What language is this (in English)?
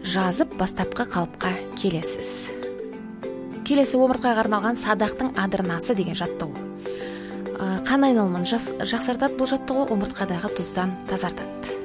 Kazakh